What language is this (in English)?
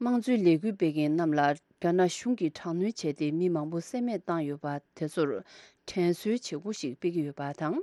Tibetan